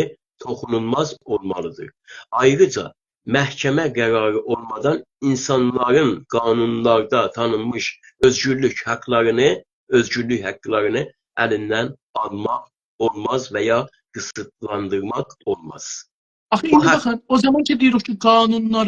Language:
South Azerbaijani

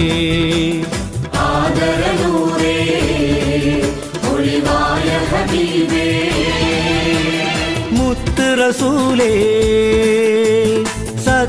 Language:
Malayalam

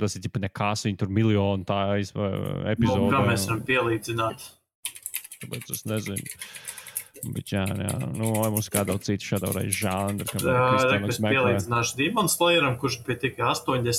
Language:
Latvian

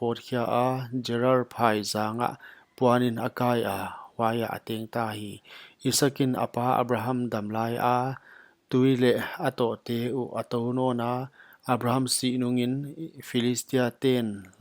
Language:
Paite Chin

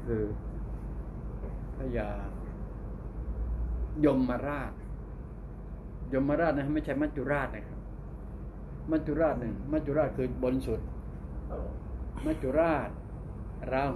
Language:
Thai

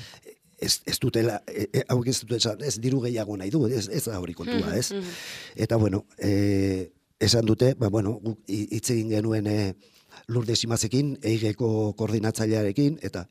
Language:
Basque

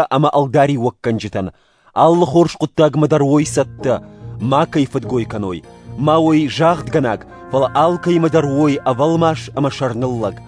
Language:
Ossetic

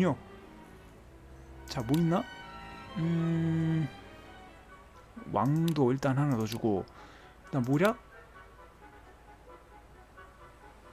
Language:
Korean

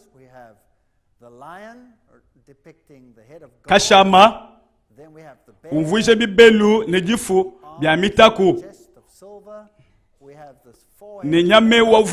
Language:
Luba-Lulua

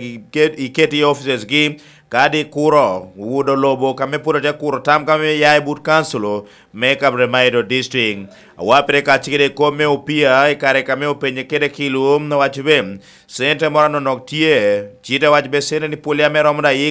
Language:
Lango (Uganda)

